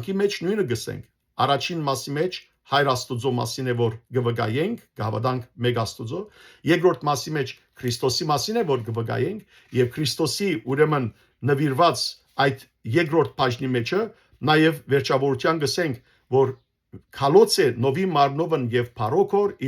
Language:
Western Armenian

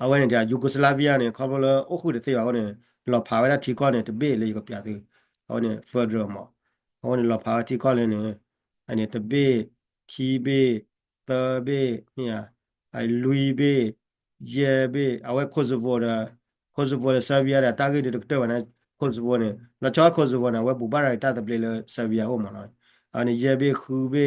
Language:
S'gaw Karen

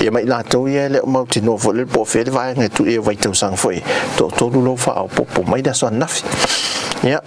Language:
Samoan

